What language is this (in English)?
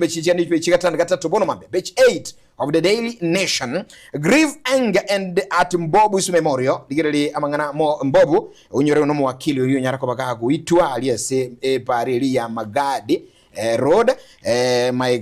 Gusii